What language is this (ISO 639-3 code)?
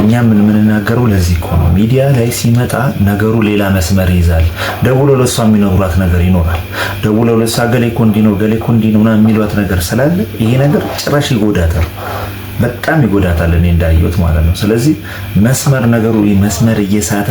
amh